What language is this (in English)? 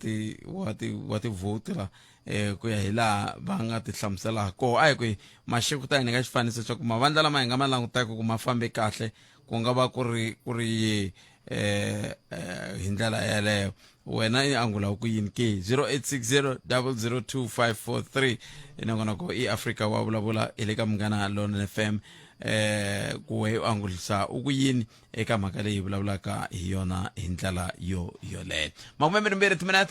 Tsonga